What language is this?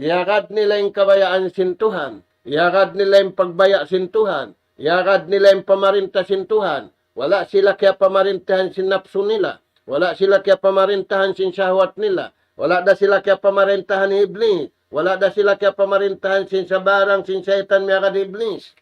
Tausug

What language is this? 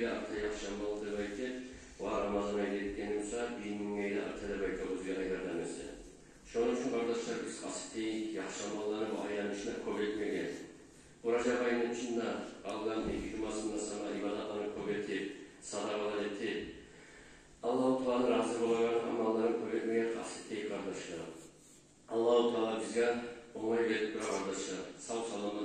Kumyk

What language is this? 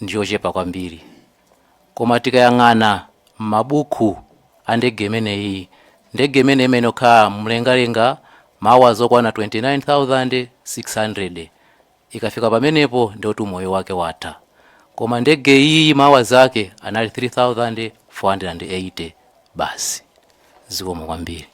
Nyanja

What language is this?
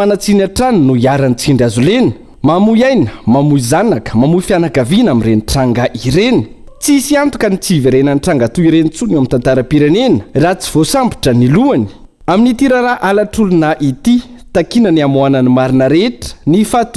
Malagasy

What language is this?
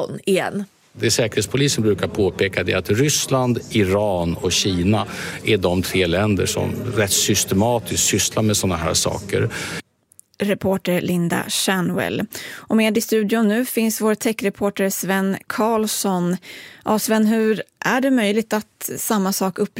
Swedish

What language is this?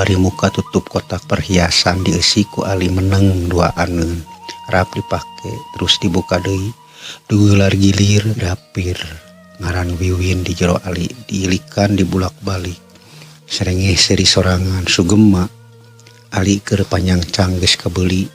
Sundanese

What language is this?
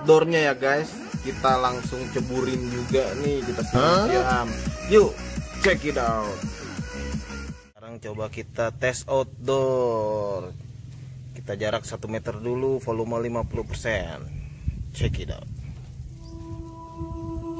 Indonesian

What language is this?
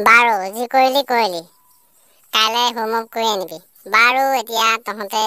Assamese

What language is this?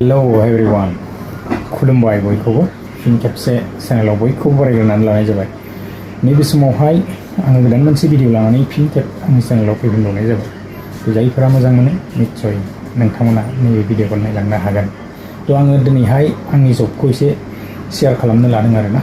Bodo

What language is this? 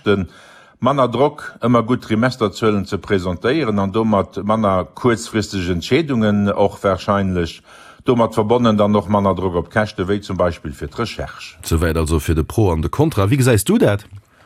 Luxembourgish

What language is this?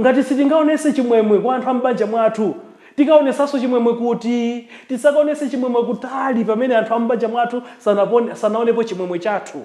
Nyanja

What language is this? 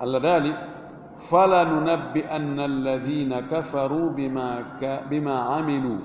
Fula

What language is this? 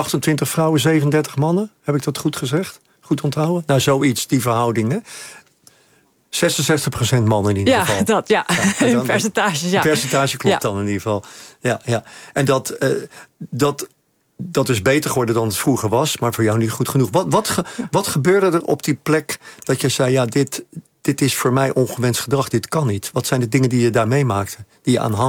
Dutch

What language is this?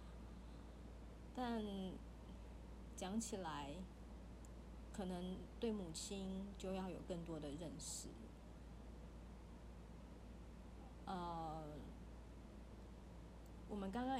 Chinese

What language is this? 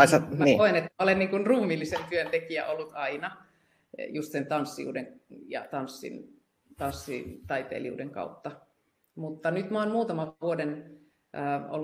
Finnish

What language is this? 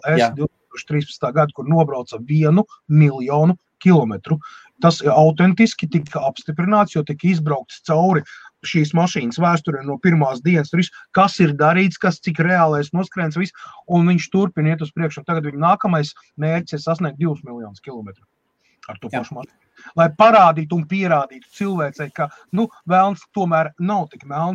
Latvian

